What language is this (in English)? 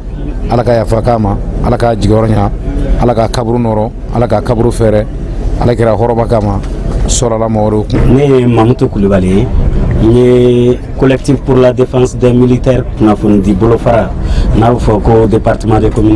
Bambara